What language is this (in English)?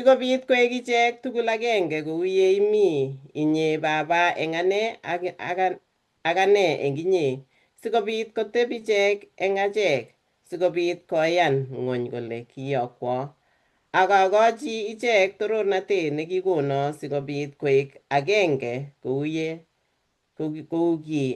Kalenjin